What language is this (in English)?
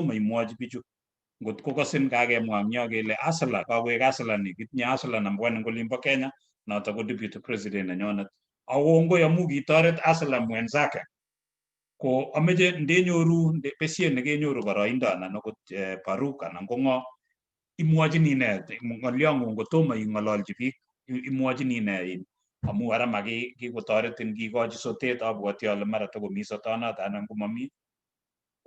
Kalenjin